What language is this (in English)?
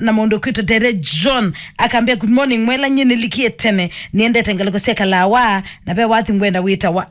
Kamba